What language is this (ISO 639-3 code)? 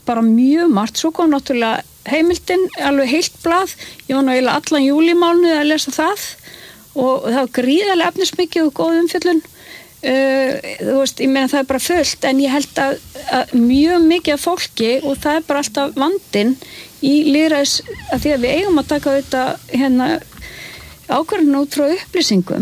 isl